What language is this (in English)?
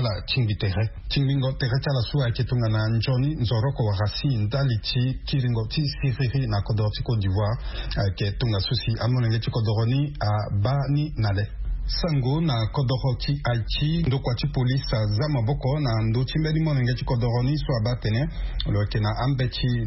Sango